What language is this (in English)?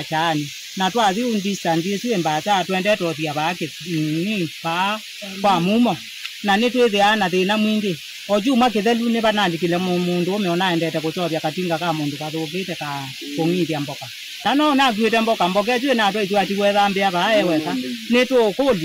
Kamba